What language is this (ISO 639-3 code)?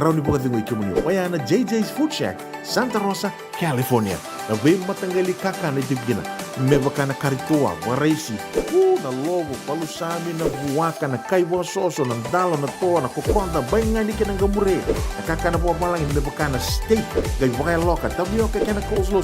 fij